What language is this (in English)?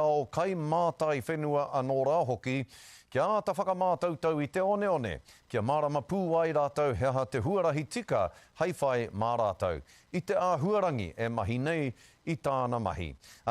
Māori